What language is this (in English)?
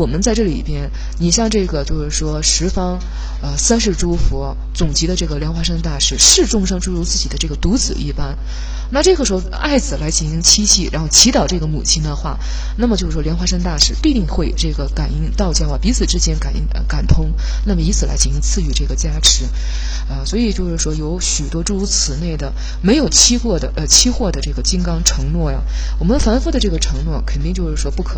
Chinese